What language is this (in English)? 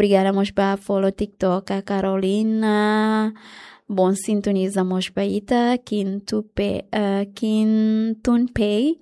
Tetum